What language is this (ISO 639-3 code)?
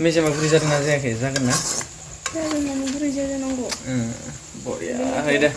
brx